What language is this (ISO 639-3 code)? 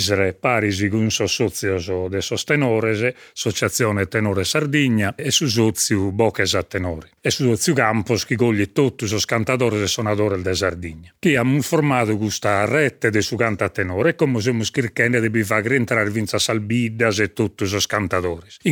srd